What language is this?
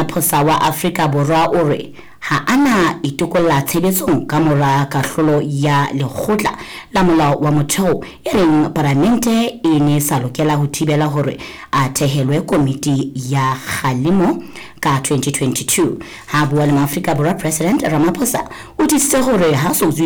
Southern Sotho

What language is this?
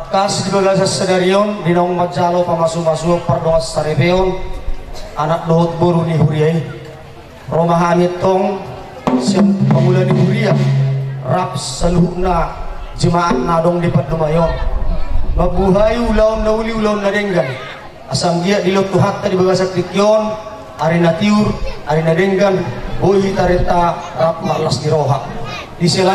Batak Toba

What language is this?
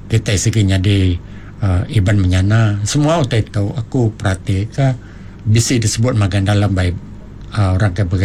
Iban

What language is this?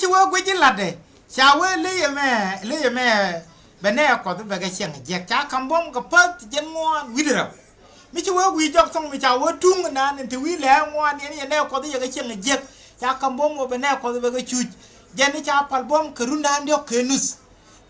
Nuer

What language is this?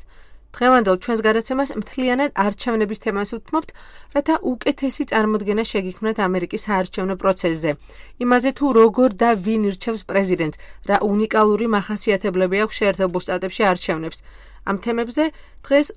Georgian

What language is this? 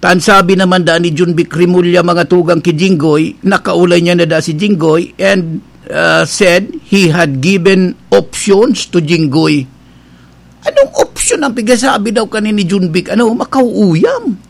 Bikol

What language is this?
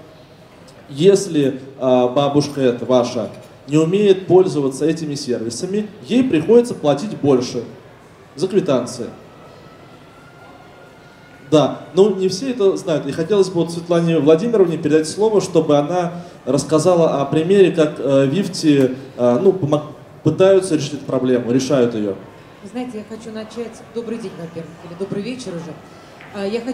Russian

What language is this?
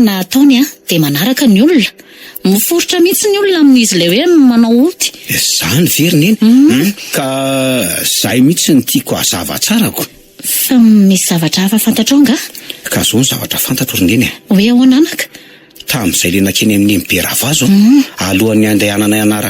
Malagasy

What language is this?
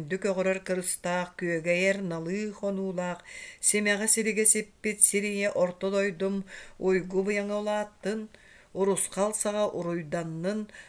Yakut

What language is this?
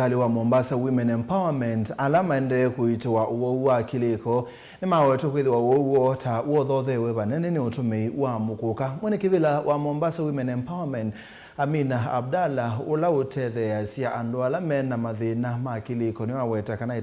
Kamba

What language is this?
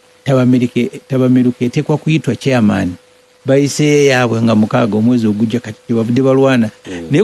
Ganda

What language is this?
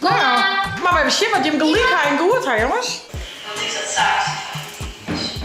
Western Frisian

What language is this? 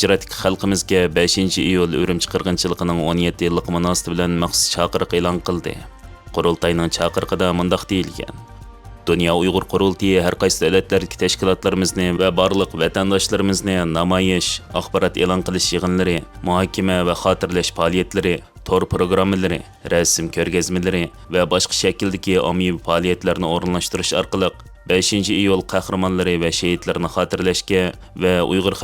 Uyghur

